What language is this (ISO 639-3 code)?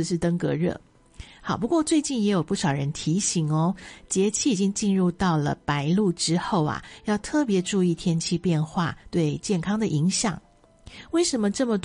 zho